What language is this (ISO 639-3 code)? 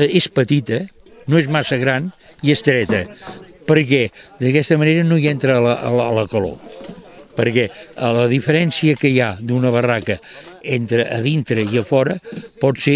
cat